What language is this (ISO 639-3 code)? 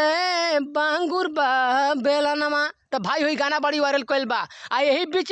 bho